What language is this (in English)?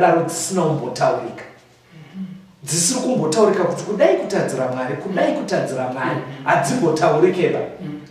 Shona